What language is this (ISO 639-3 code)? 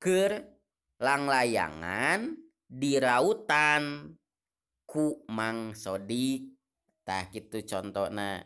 sun